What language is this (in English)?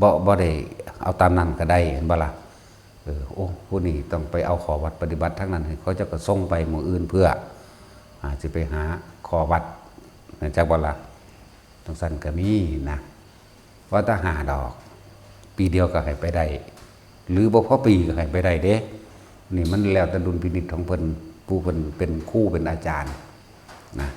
Northeastern Thai